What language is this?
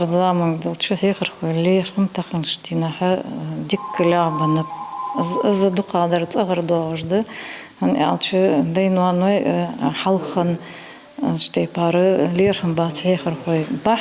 Ingush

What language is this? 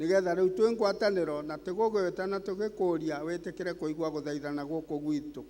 Kikuyu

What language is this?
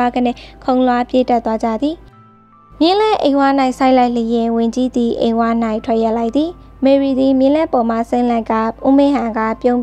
Burmese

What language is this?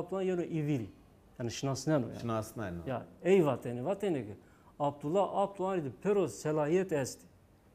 Zaza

